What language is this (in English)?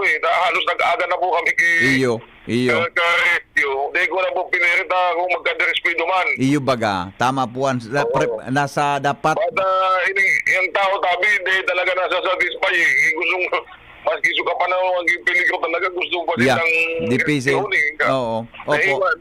Bikol